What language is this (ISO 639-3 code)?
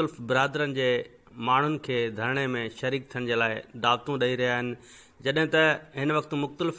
snd